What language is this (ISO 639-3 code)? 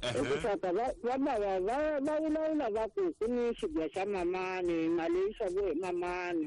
tso